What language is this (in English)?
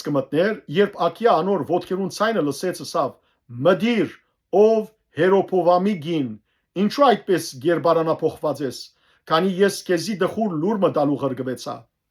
Western Armenian